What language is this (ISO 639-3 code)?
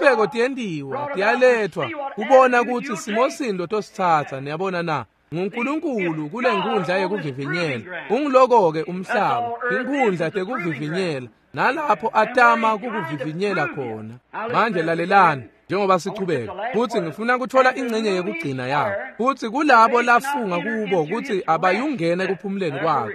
ssw